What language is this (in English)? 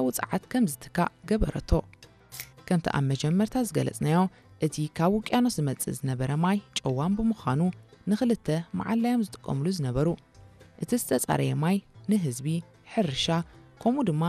Tigrinya